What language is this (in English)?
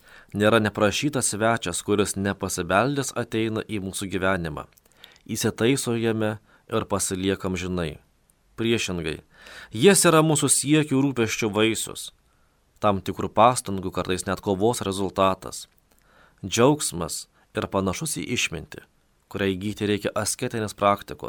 Lithuanian